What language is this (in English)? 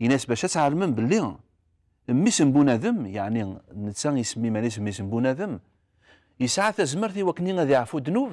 Kabyle